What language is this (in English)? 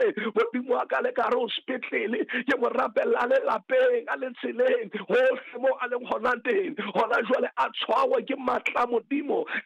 Southern Sotho